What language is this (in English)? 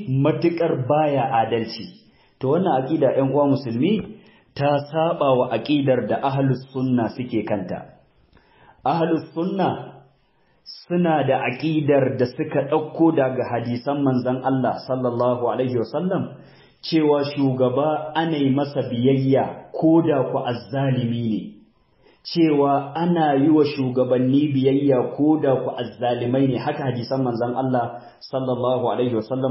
Hausa